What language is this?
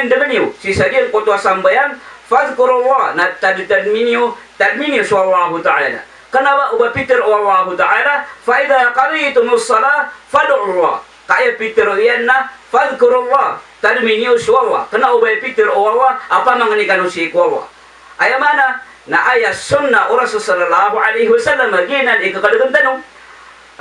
Maranao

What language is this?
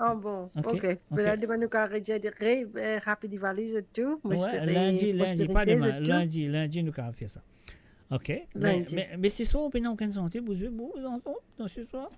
Morisyen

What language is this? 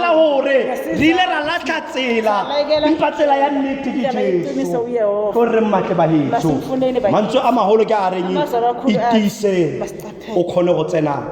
Tswana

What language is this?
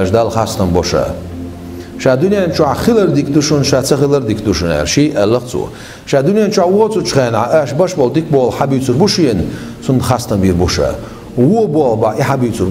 Chechen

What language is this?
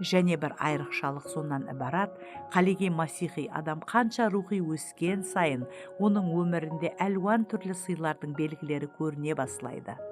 Kara-Kalpak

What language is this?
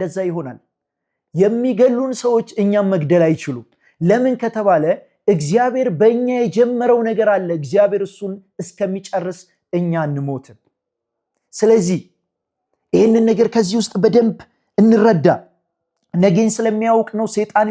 Amharic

